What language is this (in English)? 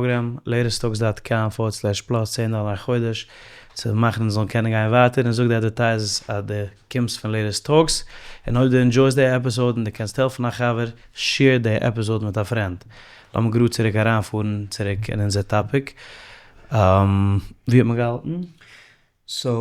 Yiddish